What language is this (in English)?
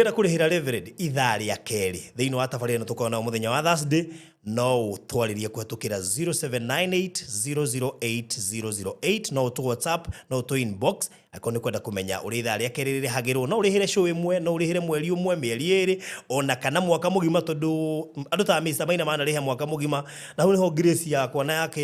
Kikuyu